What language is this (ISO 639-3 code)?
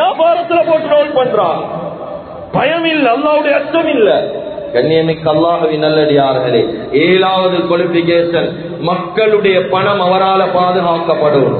tam